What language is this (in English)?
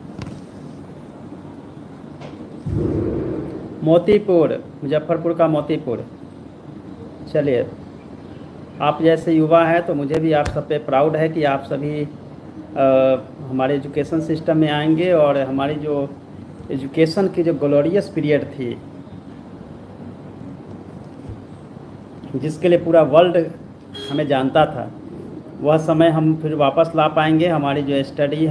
Hindi